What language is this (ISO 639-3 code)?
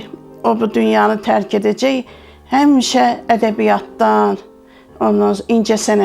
aze